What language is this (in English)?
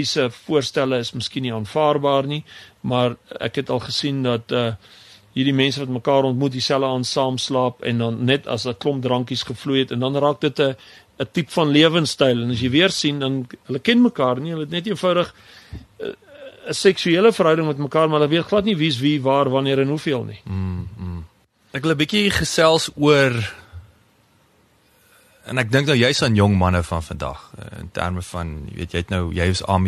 Afrikaans